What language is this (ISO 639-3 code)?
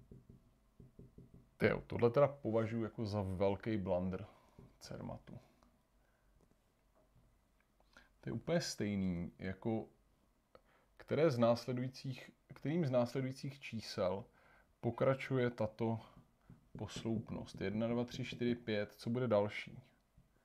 ces